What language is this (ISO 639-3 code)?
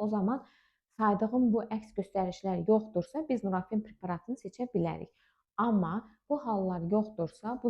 aze